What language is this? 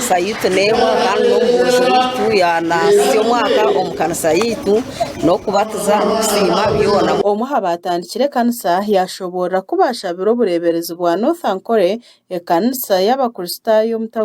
Nyankole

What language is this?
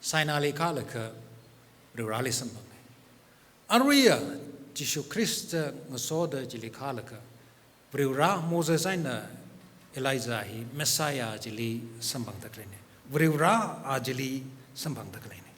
Tangkhul Naga (India)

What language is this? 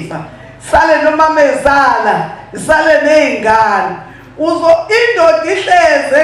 Zulu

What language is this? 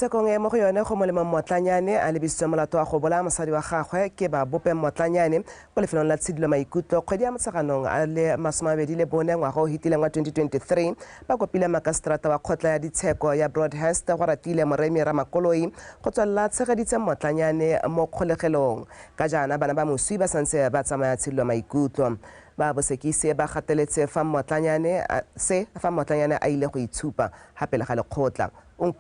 Tswana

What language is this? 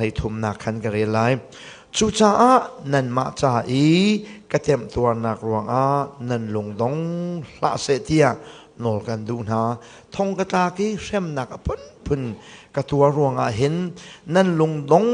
Hakha Chin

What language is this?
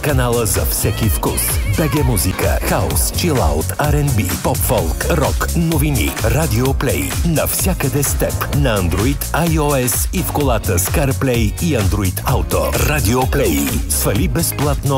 Bulgarian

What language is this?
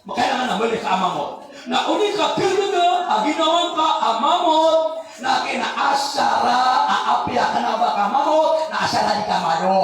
Maranao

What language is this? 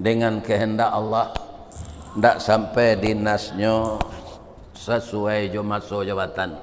Minangkabau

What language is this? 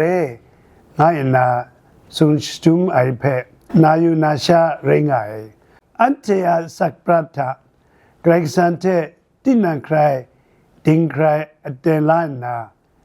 Kachin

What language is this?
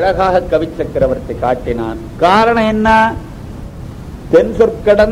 Tamil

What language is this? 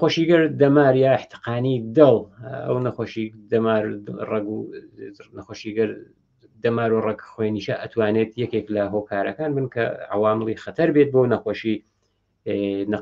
Central Kurdish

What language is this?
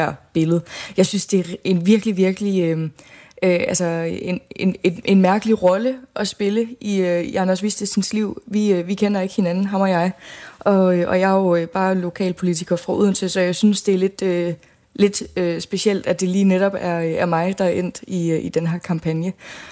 Danish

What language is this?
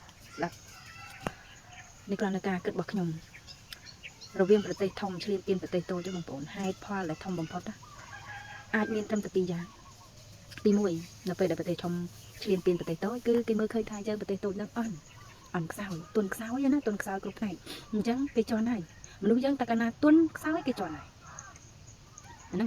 Khmer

